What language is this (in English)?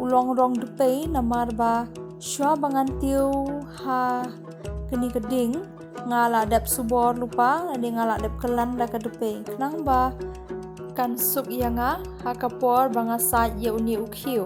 Khasi